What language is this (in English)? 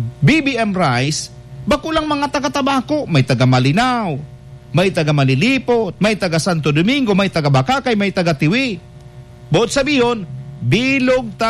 Bikol